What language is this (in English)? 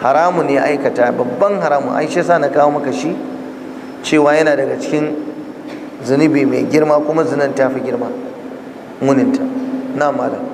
Hausa